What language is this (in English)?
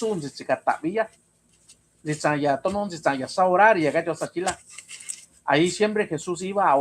Mixtepec Mixtec